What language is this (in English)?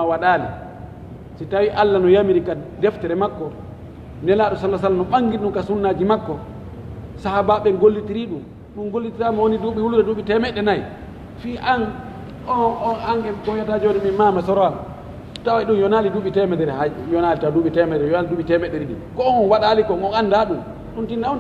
Pular